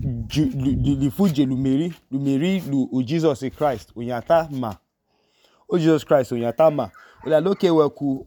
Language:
Idoma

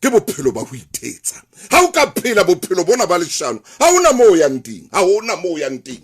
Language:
Southern Sotho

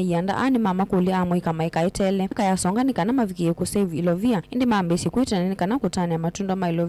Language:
Kamba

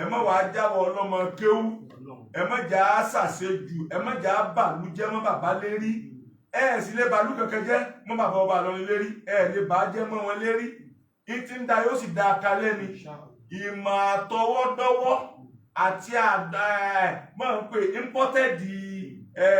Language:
Yoruba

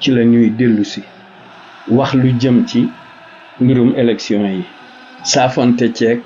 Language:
Wolof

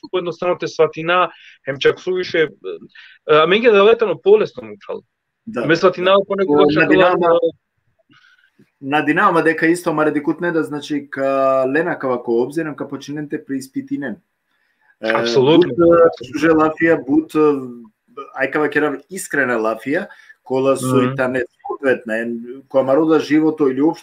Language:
Balkan Romani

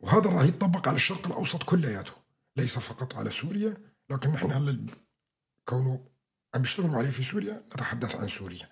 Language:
North Levantine Arabic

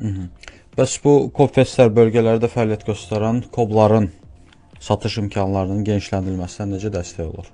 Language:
Azerbaijani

